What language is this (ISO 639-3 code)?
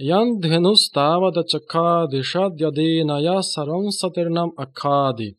san